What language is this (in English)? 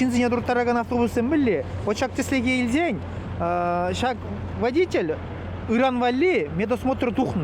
Chuvash